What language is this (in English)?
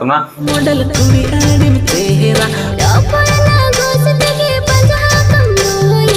Santali